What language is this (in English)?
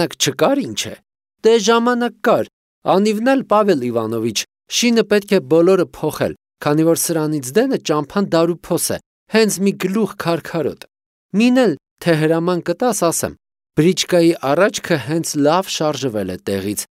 Armenian